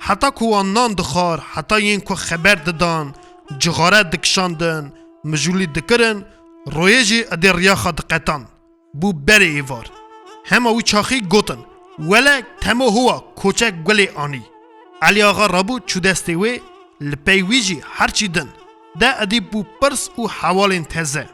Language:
Kurdish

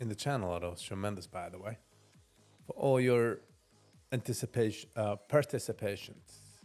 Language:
Yiddish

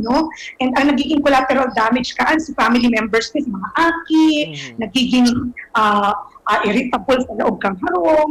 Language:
Bikol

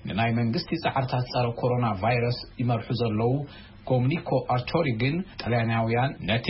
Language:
Tigrinya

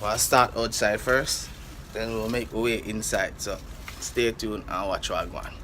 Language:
Jamaican Creole English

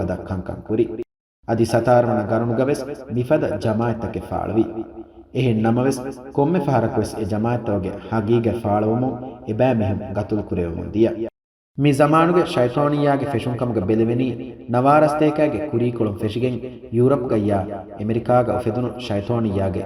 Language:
Divehi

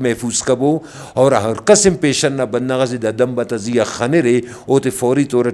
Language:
Brahui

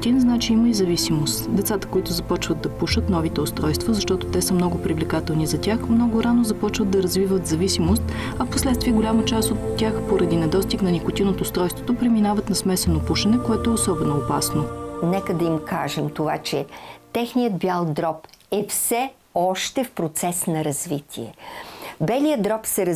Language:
Bulgarian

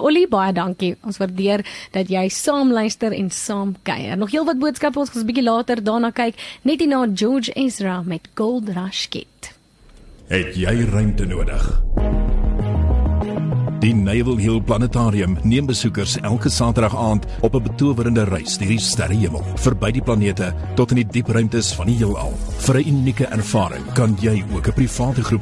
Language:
Afrikaans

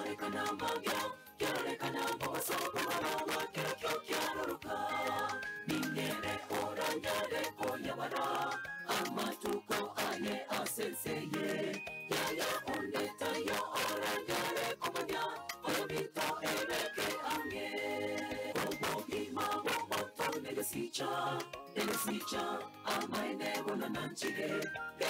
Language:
Gusii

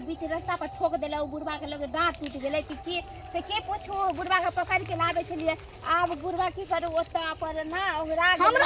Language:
Maithili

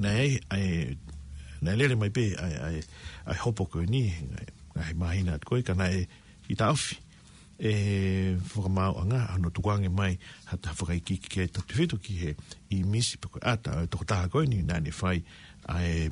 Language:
Tongan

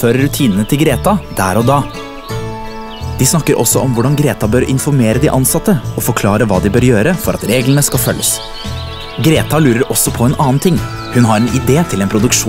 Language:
Norwegian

